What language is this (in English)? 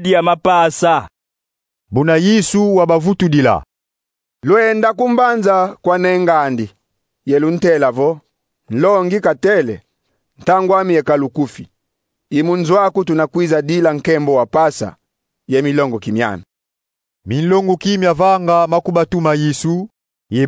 Kongo